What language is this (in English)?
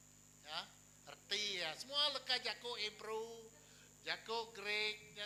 Iban